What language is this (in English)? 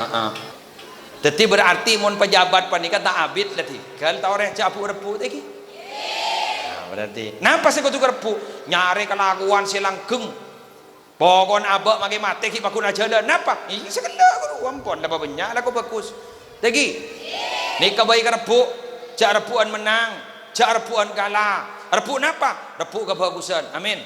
Madurese